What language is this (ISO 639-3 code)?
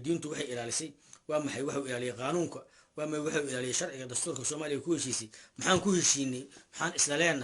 som